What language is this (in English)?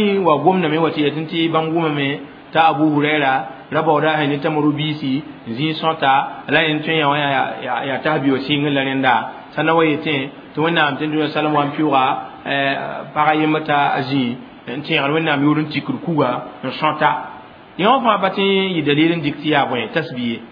Mossi